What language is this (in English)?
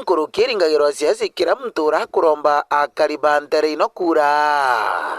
Meru